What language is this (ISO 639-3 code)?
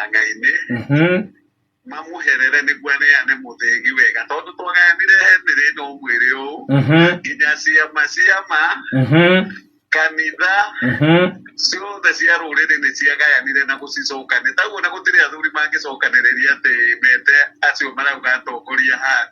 kik